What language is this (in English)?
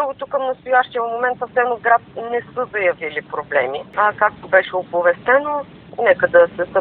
Bulgarian